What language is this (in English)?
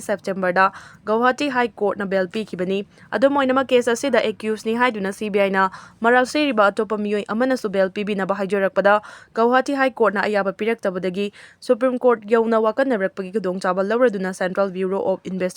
Manipuri